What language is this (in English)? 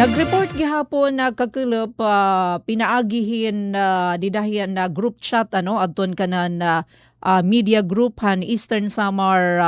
Waray